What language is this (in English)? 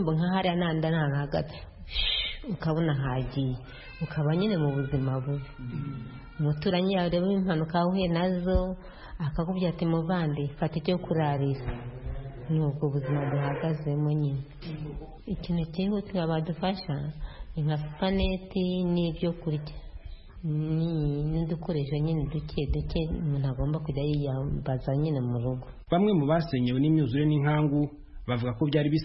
Kinyarwanda